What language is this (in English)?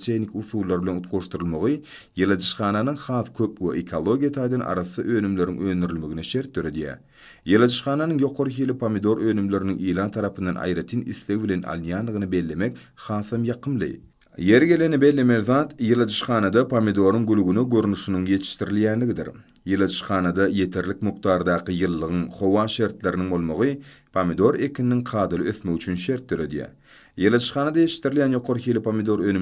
Turkmen